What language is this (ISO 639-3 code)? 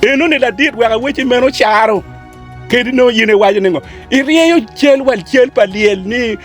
ach